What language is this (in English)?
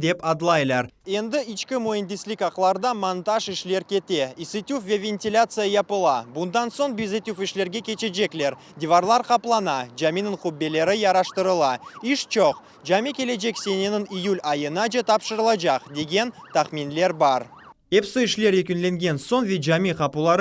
Crimean Tatar